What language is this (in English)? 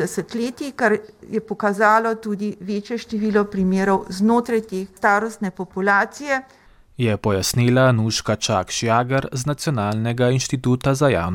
Slovenian